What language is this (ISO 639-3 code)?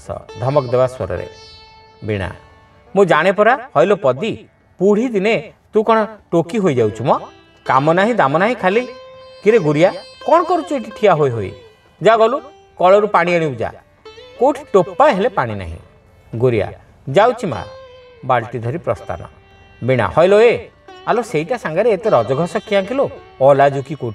ori